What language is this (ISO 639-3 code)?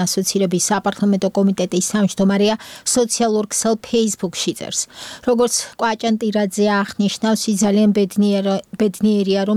kat